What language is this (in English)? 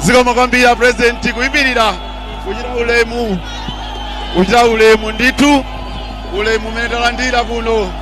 Nyanja